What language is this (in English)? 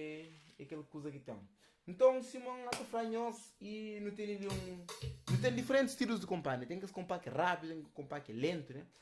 Kabuverdianu